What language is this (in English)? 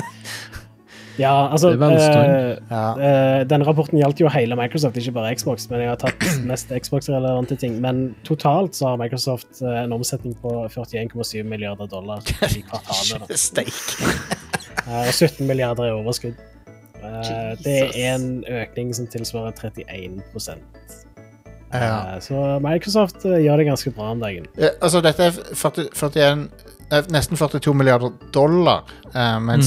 Norwegian